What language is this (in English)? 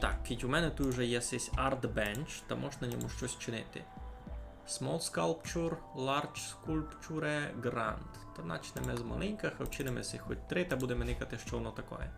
Rusyn